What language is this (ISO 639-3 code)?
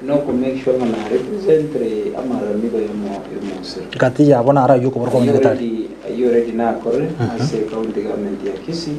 guz